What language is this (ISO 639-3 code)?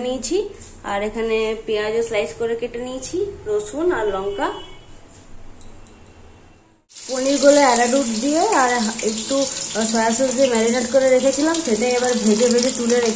ben